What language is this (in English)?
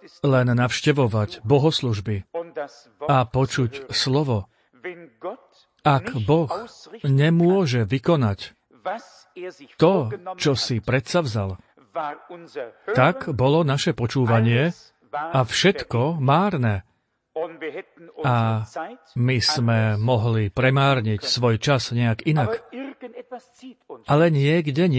Slovak